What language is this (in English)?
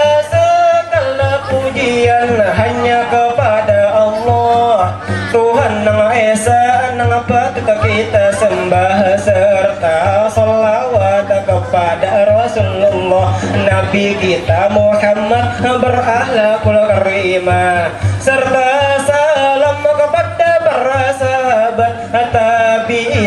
Banjar